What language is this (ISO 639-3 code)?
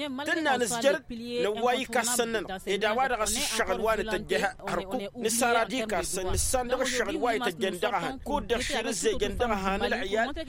taq